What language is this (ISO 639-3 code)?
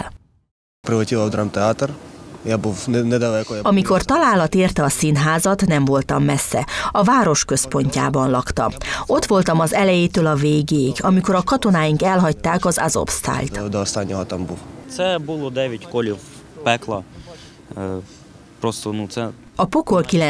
hun